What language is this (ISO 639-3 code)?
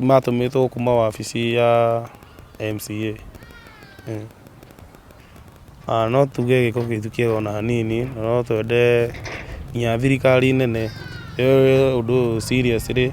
kik